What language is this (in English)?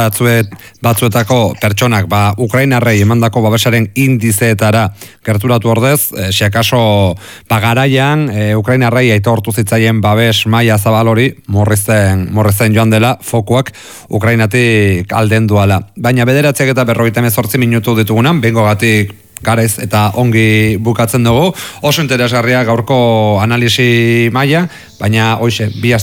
Basque